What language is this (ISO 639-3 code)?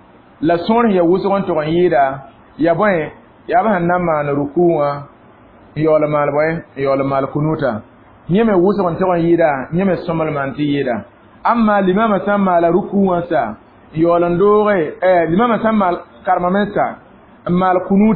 mos